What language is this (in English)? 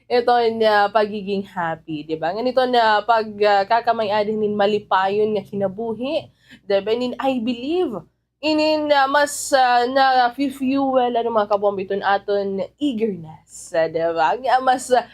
Waray